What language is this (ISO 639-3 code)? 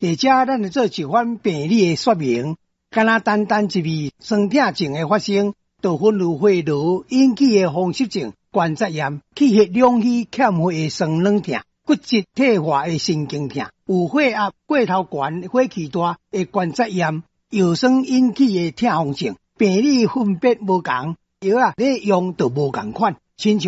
nan